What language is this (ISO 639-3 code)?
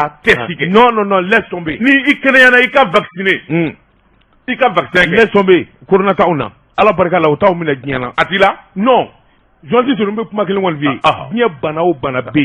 bam